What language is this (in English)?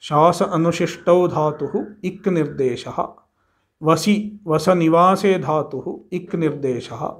Sanskrit